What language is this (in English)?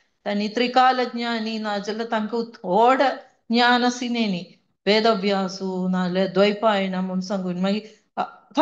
Konkani